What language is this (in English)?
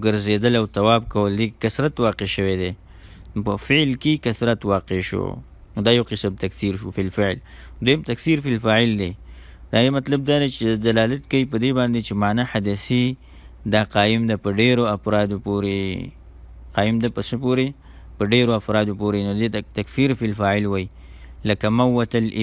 Pashto